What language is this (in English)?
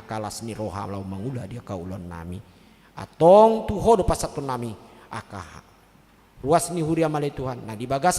Batak Toba